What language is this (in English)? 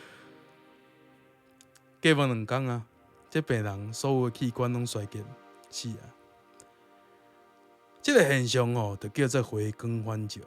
Min Nan Chinese